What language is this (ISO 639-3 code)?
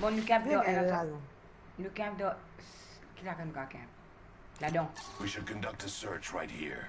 mfe